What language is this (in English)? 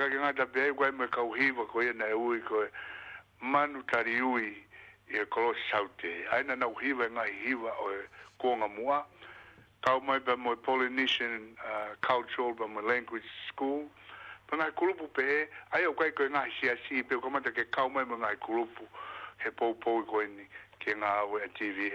Tongan